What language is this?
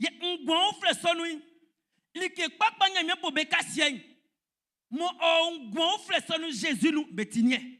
Baoulé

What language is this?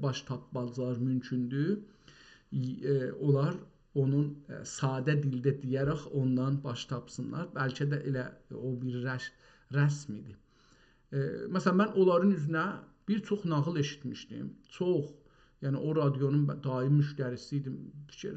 South Azerbaijani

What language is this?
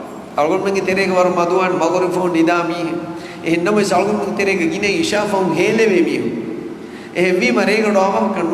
Divehi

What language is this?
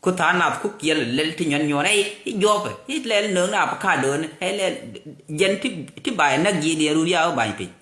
Nuer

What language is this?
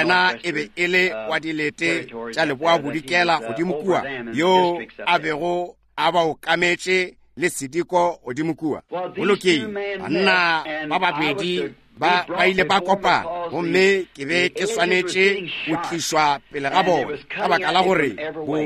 Northern Sotho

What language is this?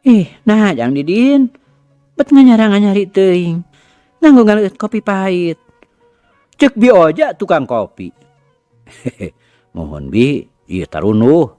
Sundanese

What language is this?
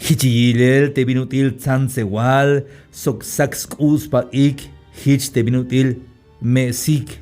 Tzeltal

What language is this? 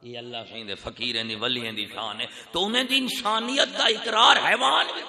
Saraiki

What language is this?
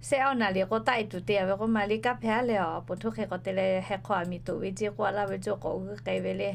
Lahu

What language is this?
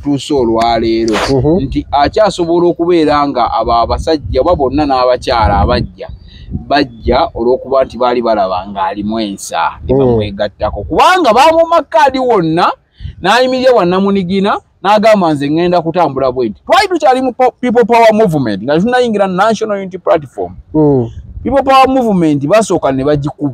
Ganda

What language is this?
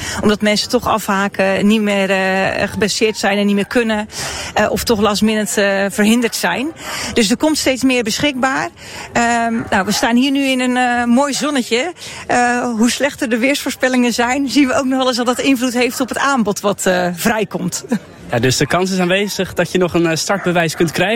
Dutch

